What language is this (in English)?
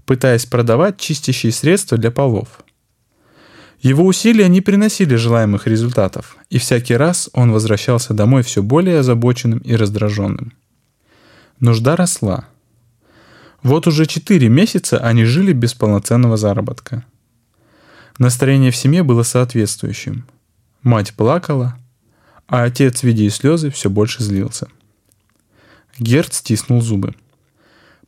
Russian